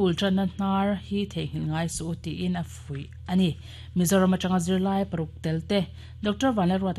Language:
Mizo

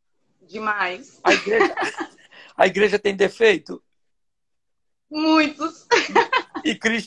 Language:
Portuguese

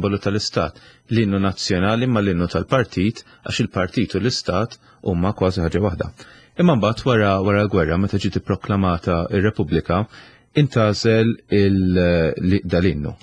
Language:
Maltese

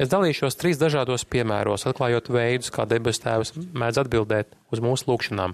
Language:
Latvian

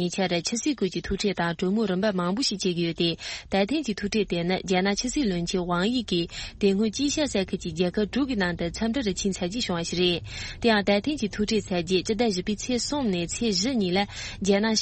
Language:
Tibetan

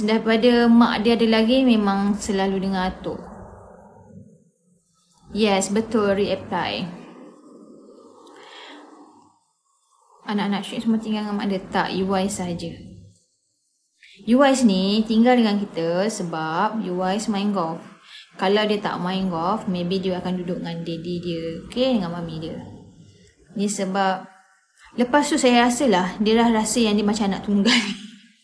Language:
Malay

